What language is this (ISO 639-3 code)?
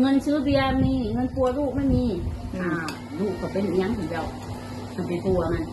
tts